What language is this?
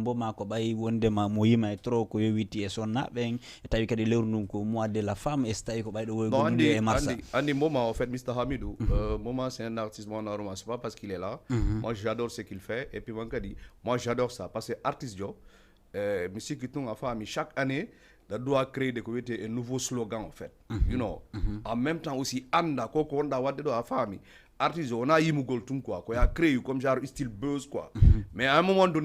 Fula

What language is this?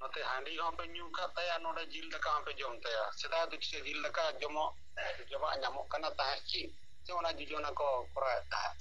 Santali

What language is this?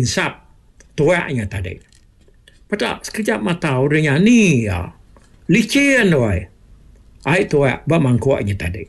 Iban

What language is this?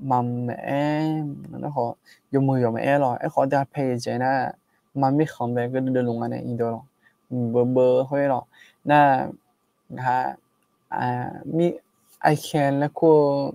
Akha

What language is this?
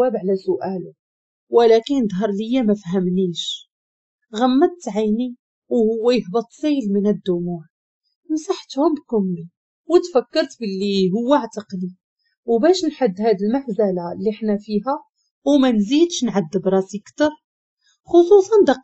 Moroccan Arabic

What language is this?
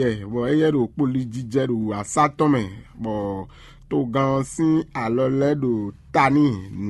Fon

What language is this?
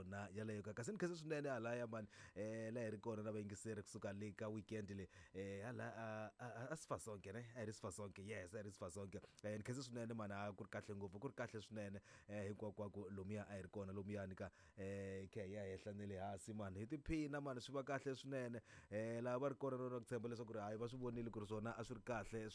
Tsonga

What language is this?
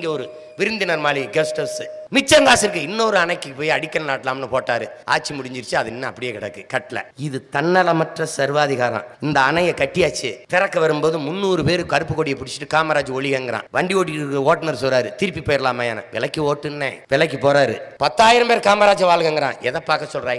Tamil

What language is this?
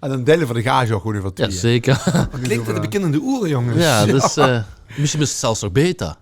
Limburgish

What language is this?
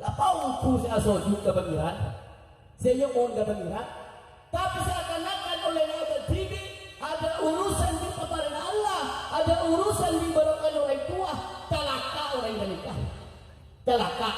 Madurese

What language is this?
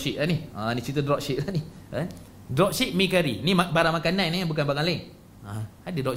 Malay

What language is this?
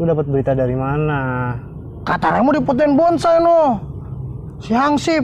Betawi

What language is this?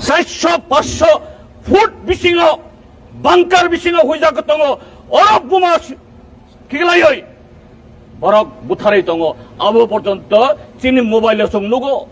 Kok Borok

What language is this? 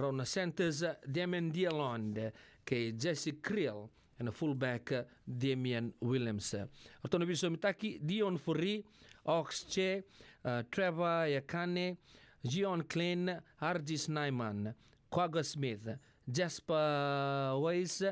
Fijian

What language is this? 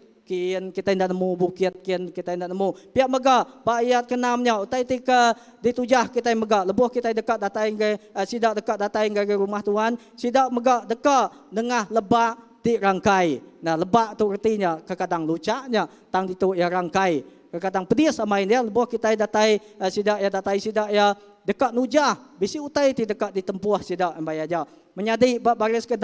Iban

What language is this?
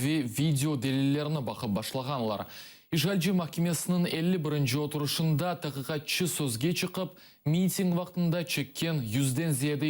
Crimean Tatar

